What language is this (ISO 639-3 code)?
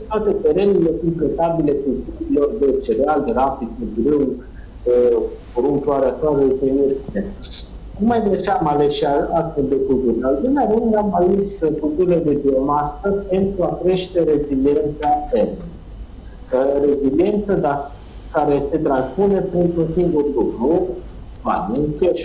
ron